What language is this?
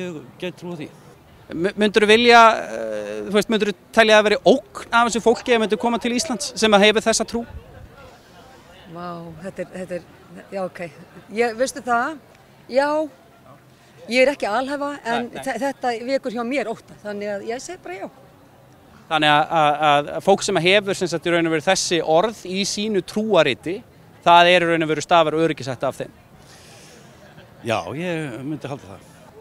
Icelandic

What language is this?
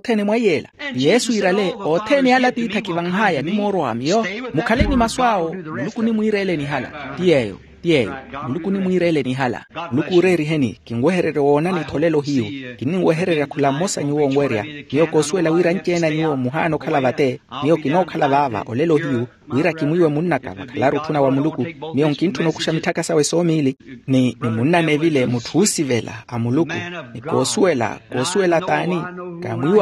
Makhuwa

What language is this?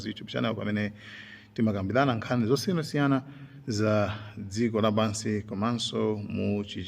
Nyanja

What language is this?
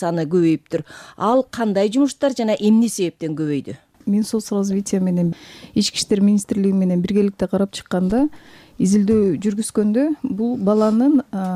Kyrgyz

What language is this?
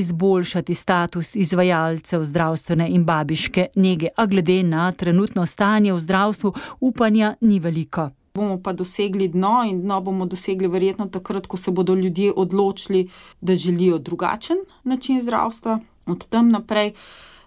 Slovenian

